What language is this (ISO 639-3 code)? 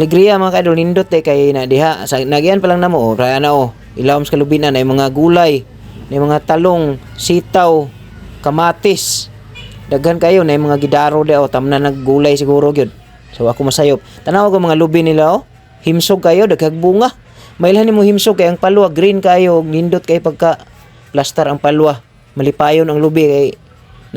ceb